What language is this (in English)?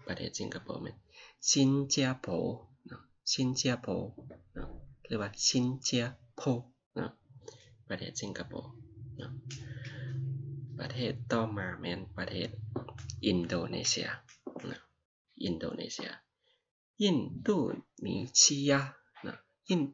Lao